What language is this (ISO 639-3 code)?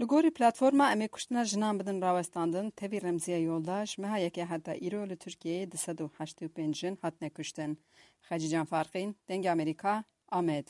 kur